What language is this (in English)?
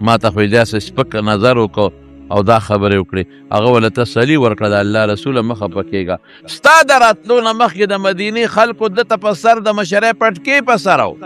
Pashto